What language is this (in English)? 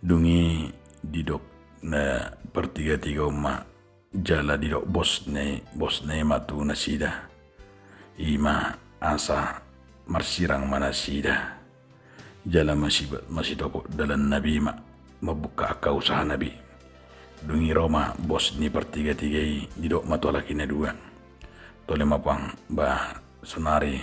Batak Toba